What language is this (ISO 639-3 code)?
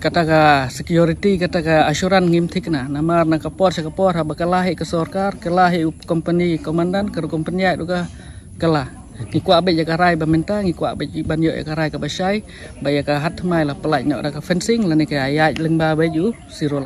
kha